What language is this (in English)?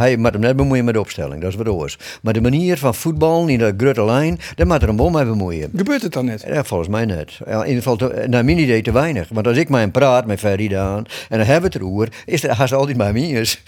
Western Frisian